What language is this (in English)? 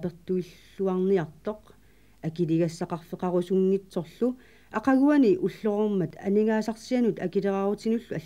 Kalaallisut